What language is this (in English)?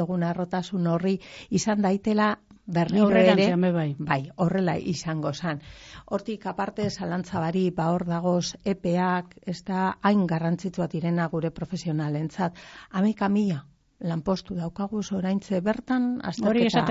Basque